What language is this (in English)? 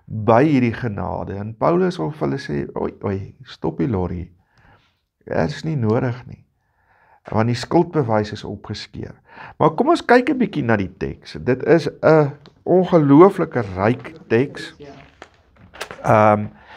Afrikaans